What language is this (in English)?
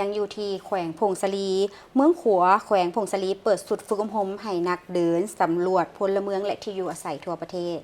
Lao